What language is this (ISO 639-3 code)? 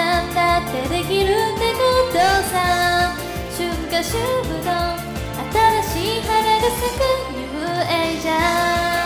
jpn